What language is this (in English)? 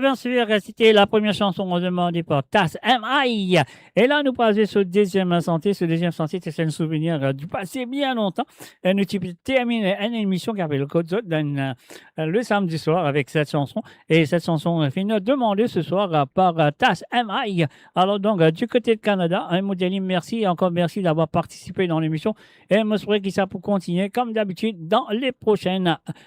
Morisyen